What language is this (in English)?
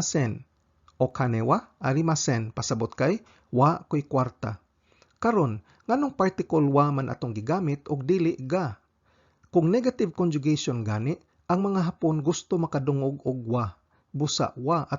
Cebuano